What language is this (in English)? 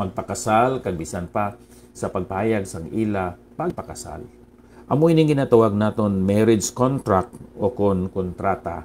Hiligaynon